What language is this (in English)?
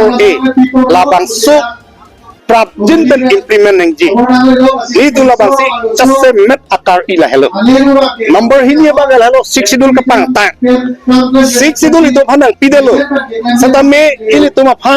Karbi